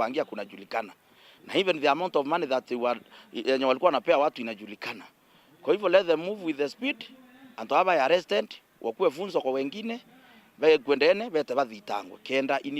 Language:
Meru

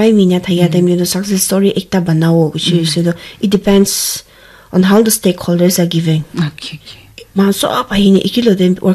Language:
Naga Pidgin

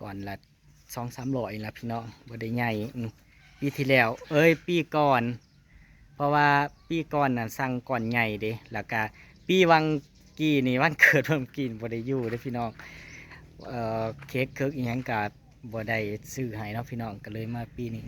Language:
Northeastern Thai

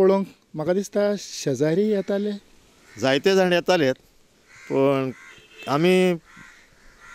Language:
Konkani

